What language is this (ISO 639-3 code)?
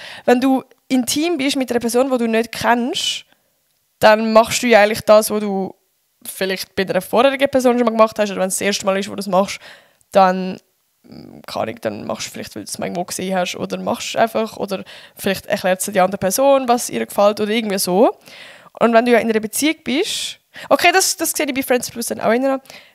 gsw